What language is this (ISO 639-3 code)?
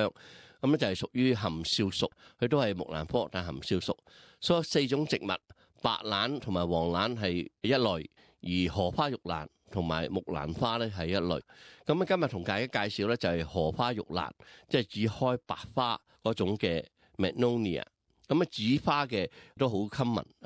yue